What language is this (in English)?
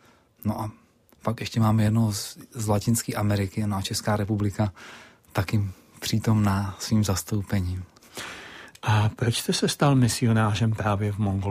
Czech